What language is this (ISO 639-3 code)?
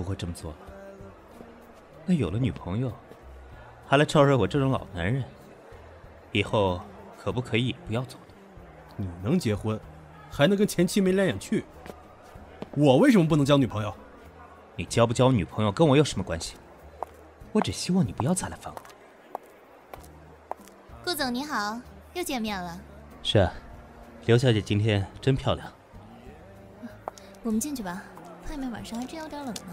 zho